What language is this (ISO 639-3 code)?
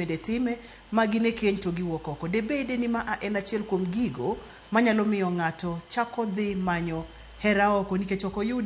luo